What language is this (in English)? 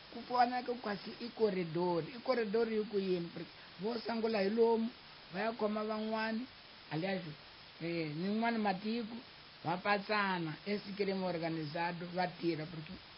Tsonga